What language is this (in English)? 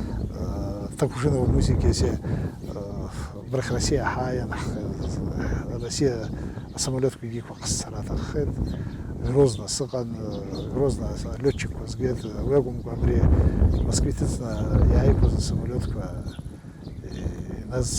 Abkhazian